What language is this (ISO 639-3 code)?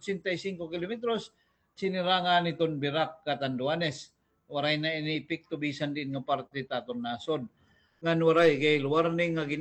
war